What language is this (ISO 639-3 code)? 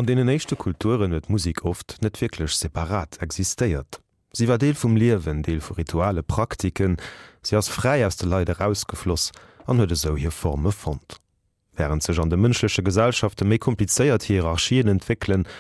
ltz